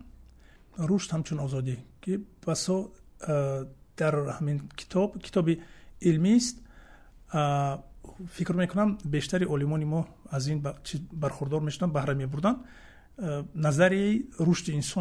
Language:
Tajik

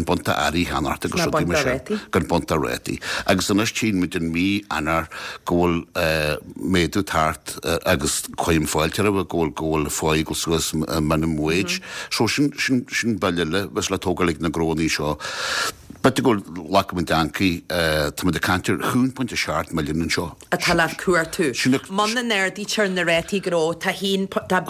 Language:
Irish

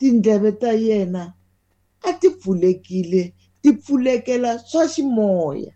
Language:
Tsonga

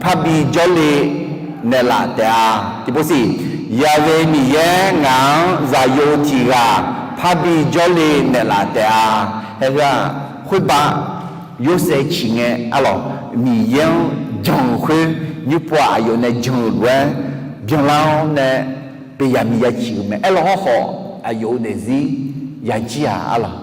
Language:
Akha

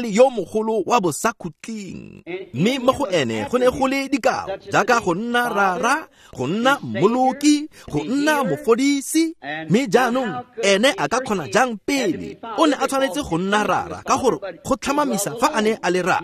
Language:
Tswana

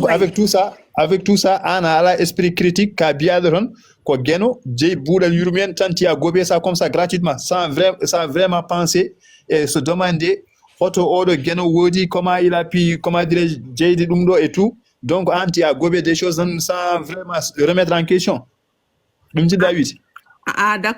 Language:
Fula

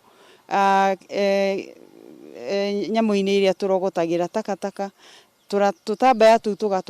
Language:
Kikuyu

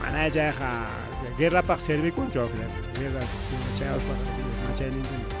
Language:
Ayacucho Quechua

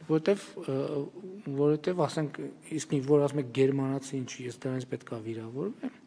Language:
Armenian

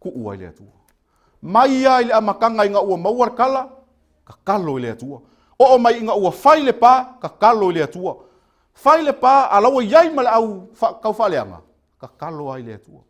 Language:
Samoan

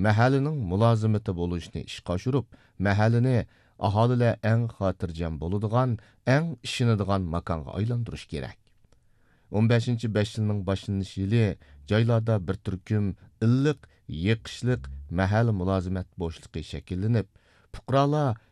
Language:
Uyghur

